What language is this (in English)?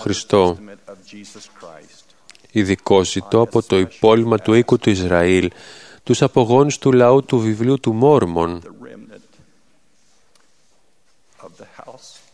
Greek